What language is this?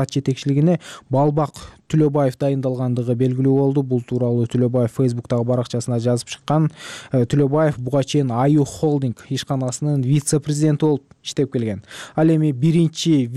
Kyrgyz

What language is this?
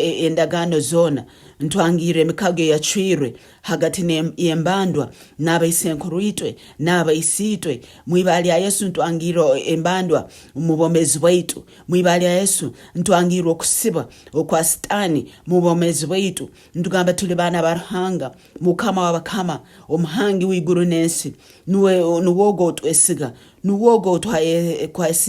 Nyoro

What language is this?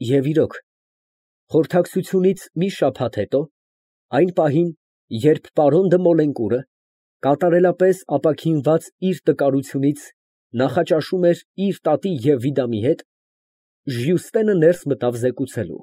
Armenian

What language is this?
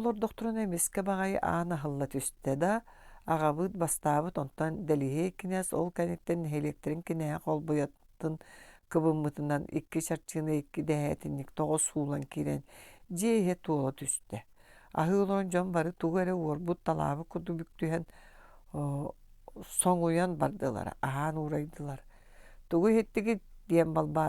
Yakut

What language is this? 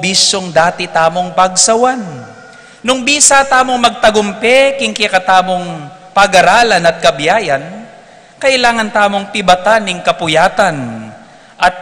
Pampanga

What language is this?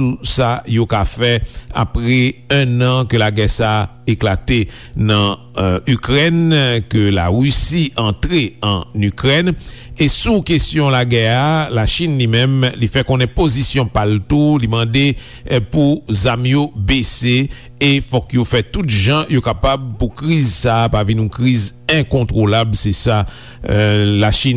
Haitian Creole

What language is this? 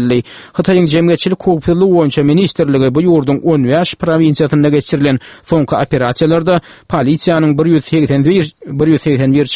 Turkmen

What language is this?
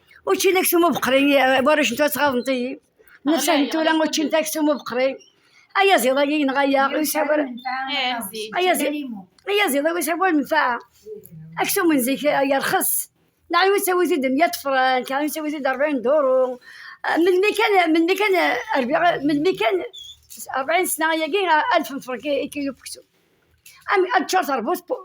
Kabyle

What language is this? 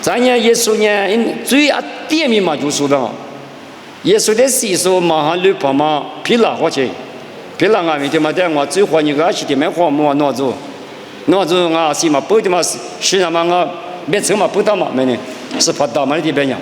Lisu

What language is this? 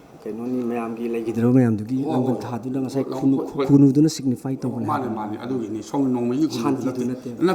Manipuri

